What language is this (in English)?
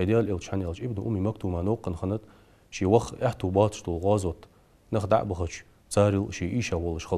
Ingush